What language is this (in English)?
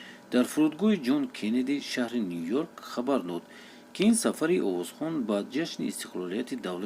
Tajik